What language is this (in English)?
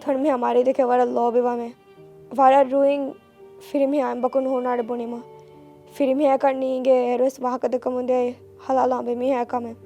Divehi